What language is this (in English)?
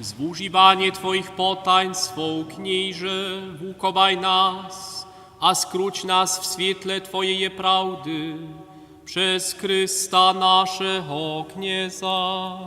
Upper Sorbian